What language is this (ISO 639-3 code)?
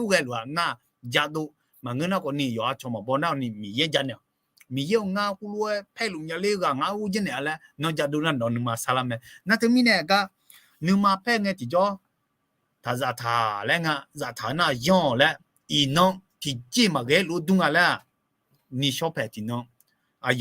ahk